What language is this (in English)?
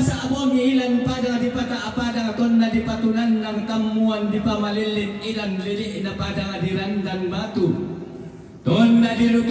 Toraja-Sa'dan